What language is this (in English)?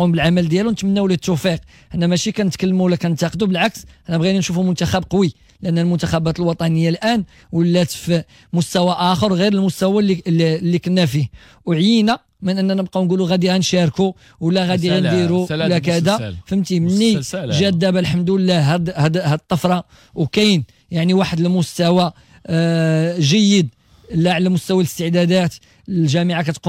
Moroccan Arabic